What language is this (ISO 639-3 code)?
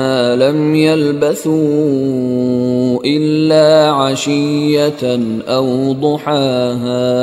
ara